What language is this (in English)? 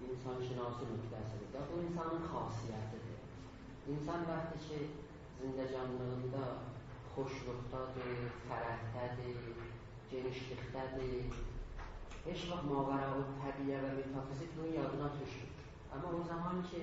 South Azerbaijani